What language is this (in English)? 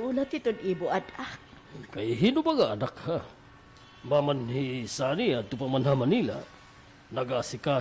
Waray